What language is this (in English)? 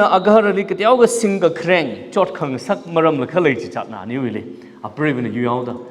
Tangkhul Naga (India)